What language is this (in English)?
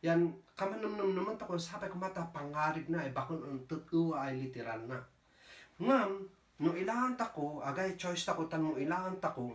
Kankanaey